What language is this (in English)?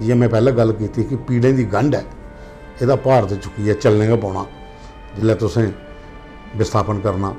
Dogri